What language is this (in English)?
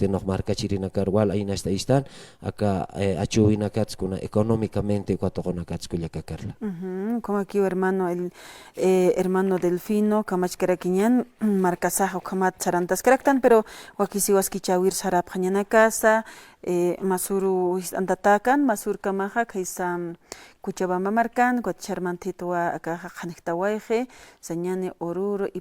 Aymara